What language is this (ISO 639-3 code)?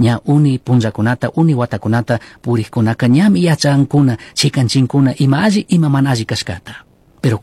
qug